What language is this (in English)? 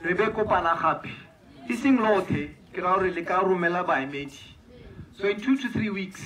Tswana